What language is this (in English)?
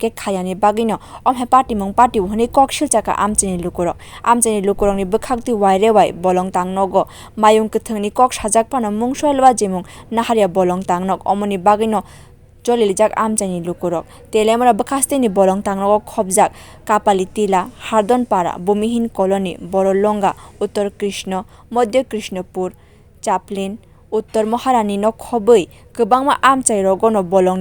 Kok Borok